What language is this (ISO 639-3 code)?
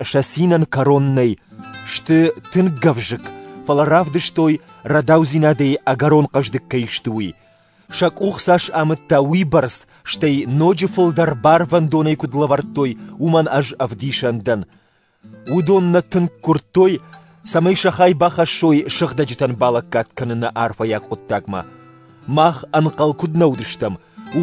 oss